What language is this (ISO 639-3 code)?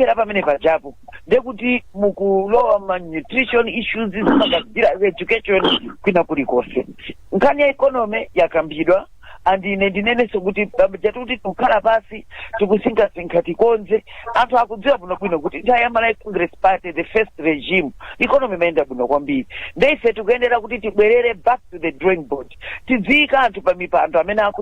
nya